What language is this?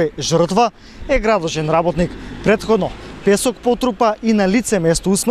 Macedonian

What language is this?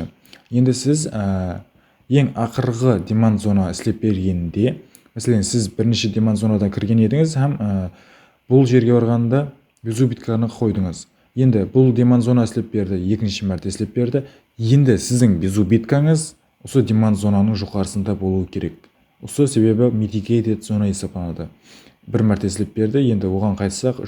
Kara-Kalpak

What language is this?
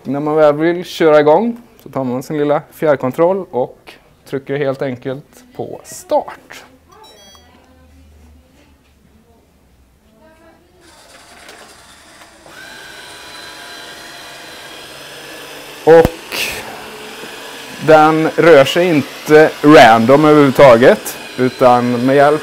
Swedish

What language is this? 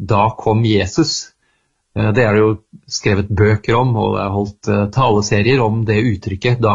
Norwegian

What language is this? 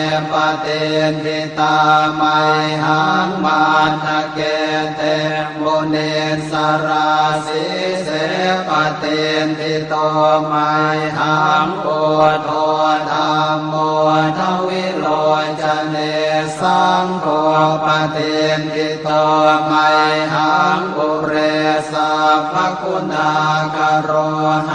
Pali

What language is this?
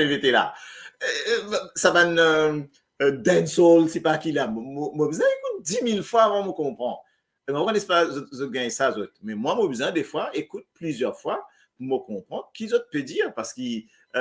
Morisyen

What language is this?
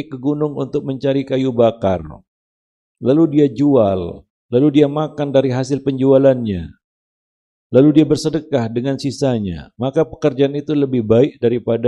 Indonesian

